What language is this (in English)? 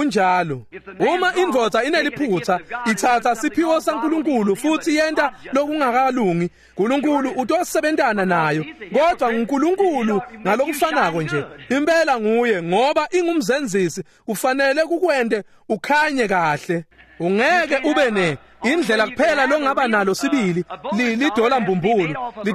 Swati